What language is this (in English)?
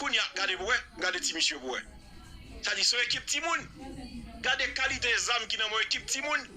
Haitian Creole